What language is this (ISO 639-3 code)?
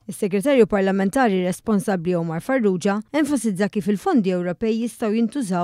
mlt